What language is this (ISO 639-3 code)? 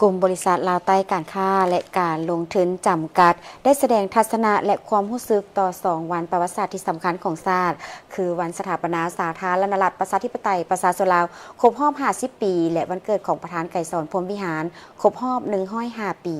lao